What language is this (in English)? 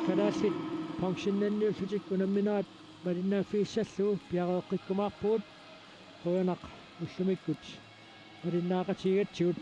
Kalaallisut